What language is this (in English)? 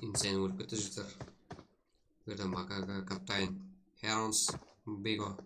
Kara-Kalpak